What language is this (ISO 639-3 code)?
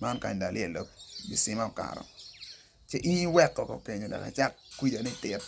ach